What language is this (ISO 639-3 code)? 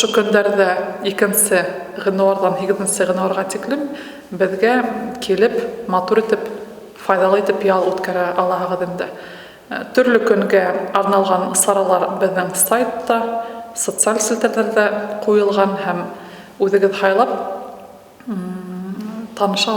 bak